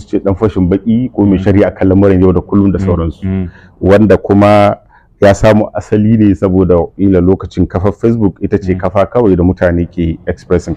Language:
Hausa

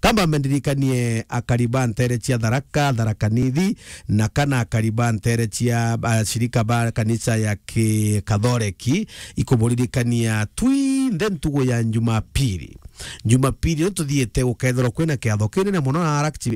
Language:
Meru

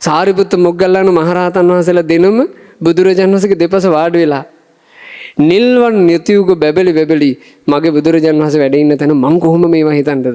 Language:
Sinhala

